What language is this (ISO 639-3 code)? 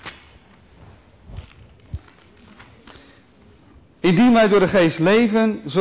nld